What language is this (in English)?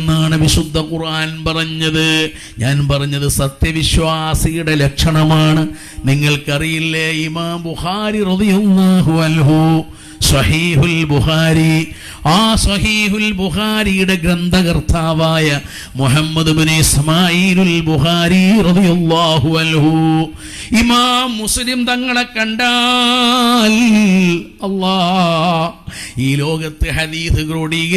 Malayalam